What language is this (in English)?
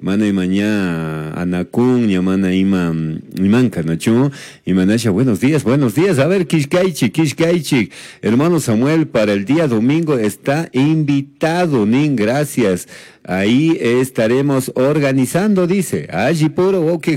Chimborazo Highland Quichua